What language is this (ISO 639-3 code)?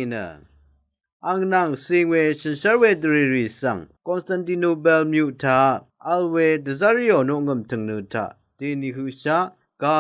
raw